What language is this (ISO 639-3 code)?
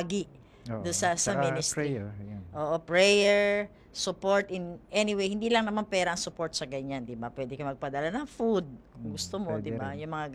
fil